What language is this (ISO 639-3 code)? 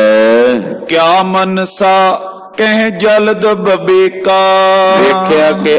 pan